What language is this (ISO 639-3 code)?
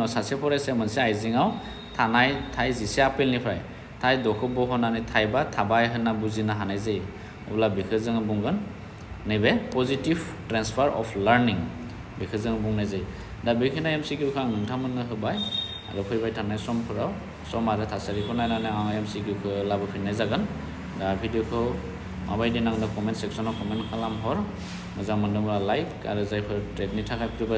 brx